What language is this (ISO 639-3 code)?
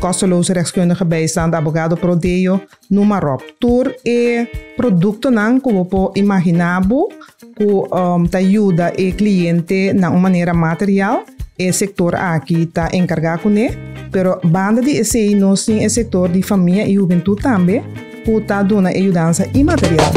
pap